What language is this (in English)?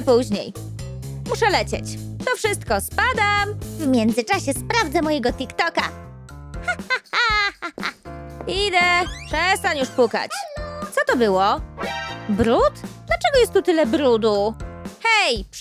Polish